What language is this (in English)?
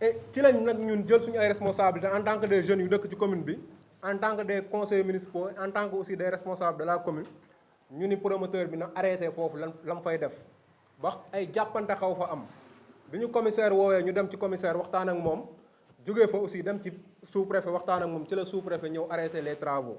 Wolof